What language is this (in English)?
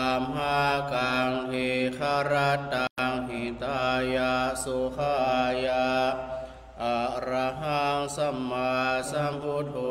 Pali